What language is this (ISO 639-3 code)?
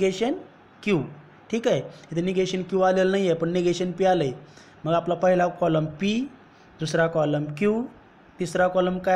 mar